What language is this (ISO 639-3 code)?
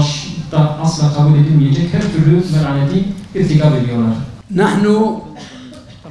tur